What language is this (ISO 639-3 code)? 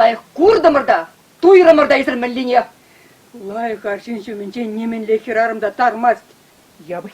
chv